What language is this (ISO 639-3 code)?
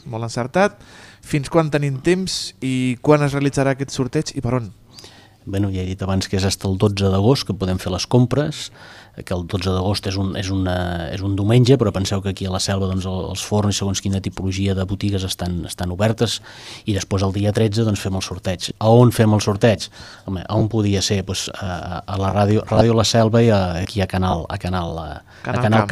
cat